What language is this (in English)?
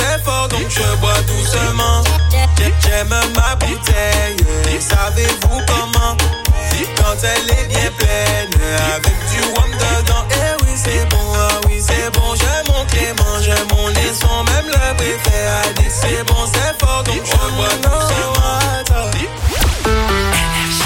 French